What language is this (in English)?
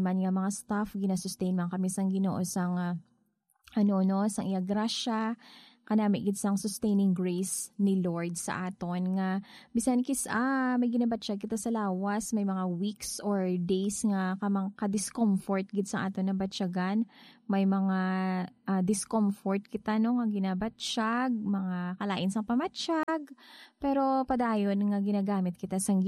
Hiligaynon